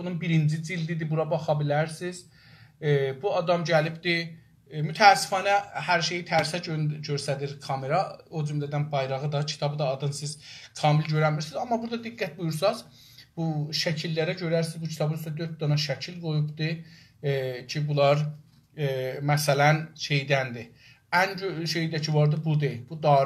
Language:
South Azerbaijani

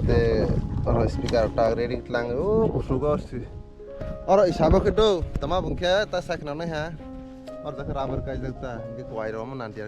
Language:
Kok Borok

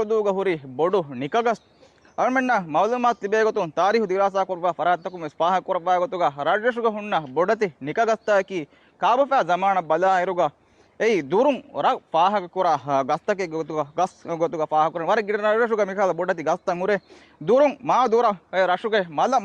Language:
Divehi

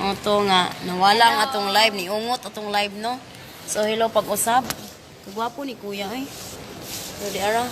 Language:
Cebuano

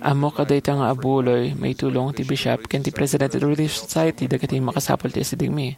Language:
Iloko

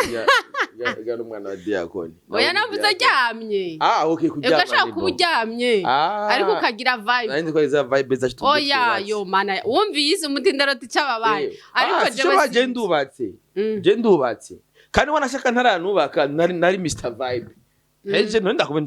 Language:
Rundi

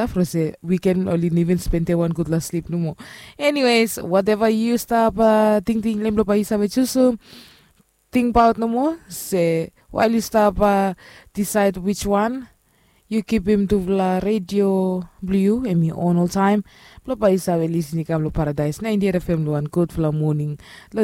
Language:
Bislama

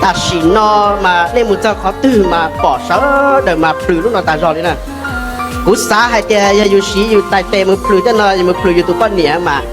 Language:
Hmong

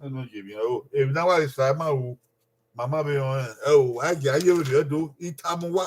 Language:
Bini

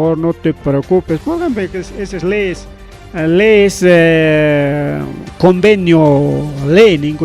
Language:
Ayacucho Quechua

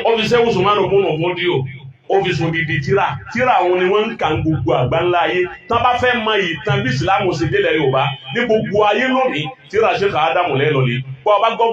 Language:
Yoruba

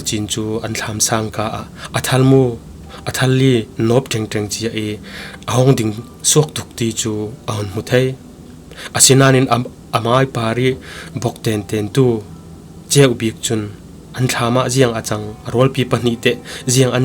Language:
Falam Chin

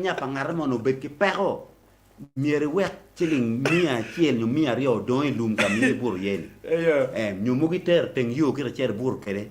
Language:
Acoli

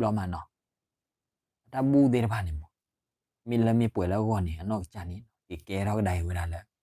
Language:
S'gaw Karen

